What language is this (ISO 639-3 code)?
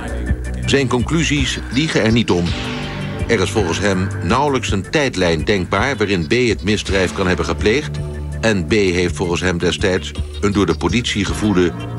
nld